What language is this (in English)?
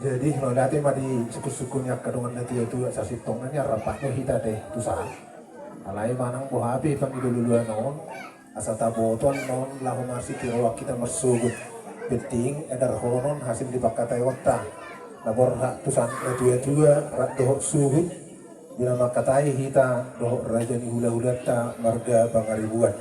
Batak Toba